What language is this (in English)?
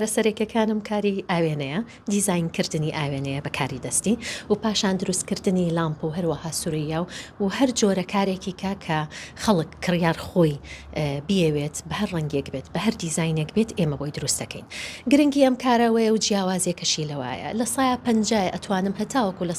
Central Kurdish